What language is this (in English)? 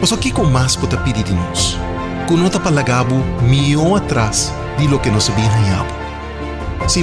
Papiamento